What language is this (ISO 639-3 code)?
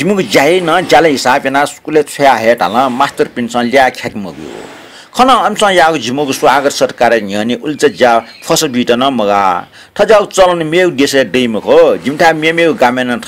new